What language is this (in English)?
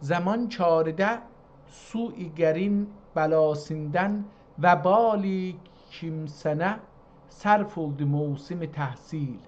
South Azerbaijani